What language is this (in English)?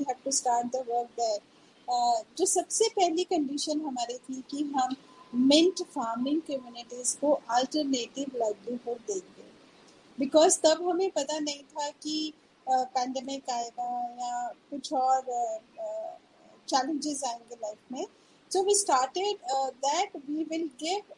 Hindi